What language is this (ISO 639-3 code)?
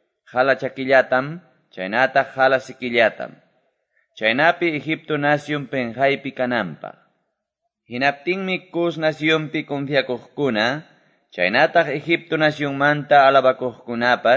que